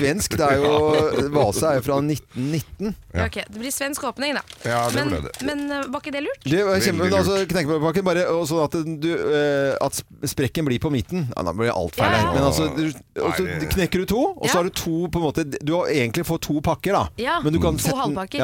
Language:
Norwegian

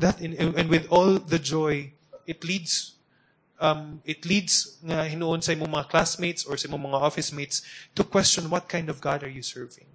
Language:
Cebuano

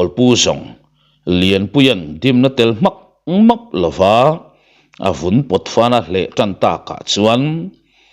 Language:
Mizo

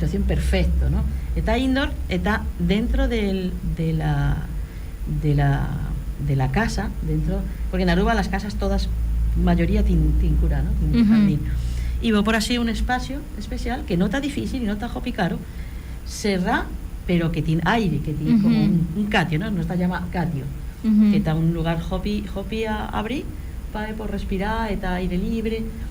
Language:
Papiamento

